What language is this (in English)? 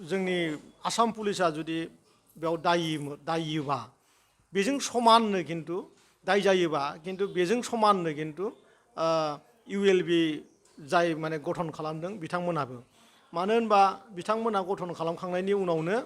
Bodo